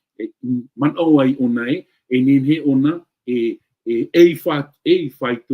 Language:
Tahitian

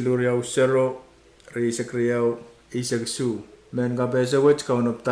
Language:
Pohnpeian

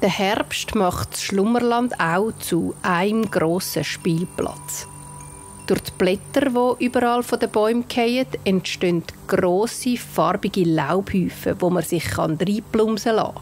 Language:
Swiss German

